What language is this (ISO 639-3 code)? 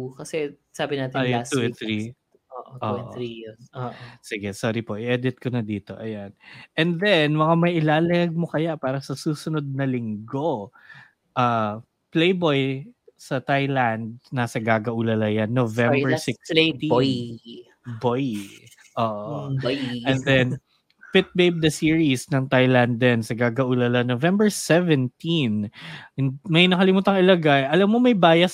fil